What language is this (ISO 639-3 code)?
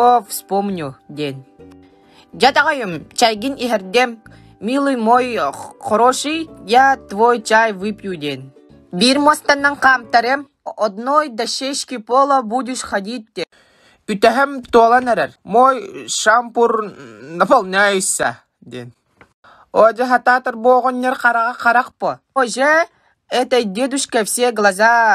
sah